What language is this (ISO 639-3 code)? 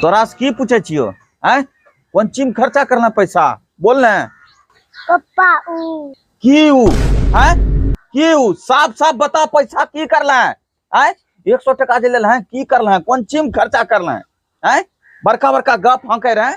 anp